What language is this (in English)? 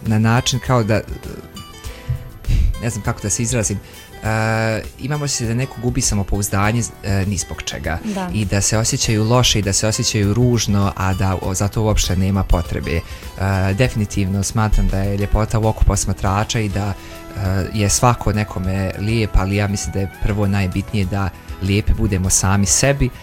Bosnian